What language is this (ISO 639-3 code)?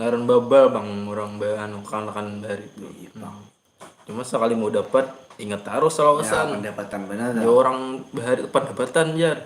bjn